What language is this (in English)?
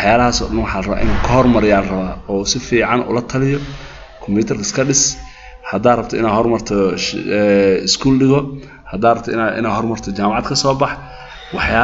Somali